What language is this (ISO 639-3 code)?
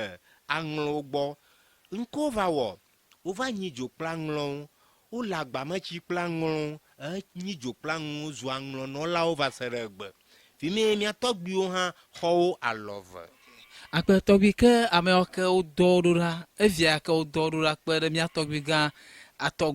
ewe